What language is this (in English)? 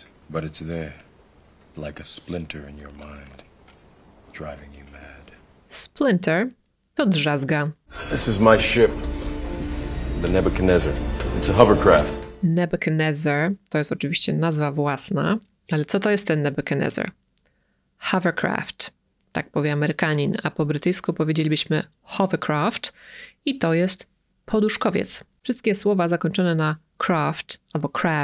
Polish